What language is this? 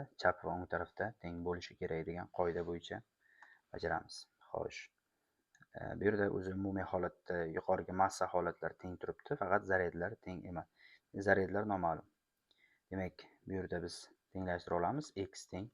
Uzbek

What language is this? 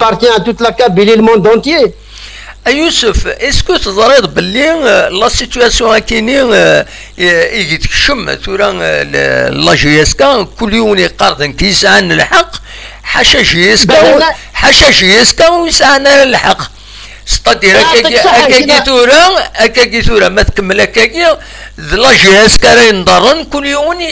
Kabyle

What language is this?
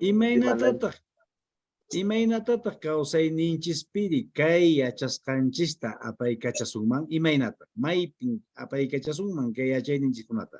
Quechua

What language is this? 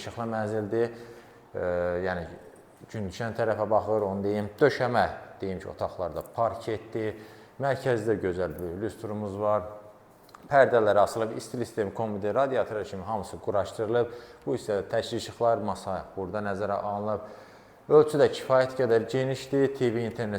Azerbaijani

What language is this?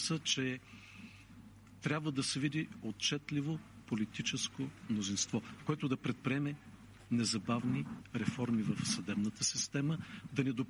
Bulgarian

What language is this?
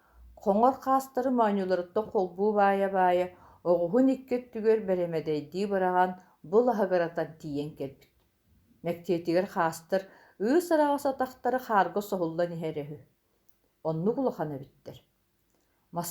Yakut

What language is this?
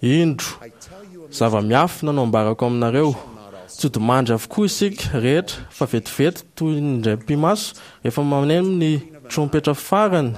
Malagasy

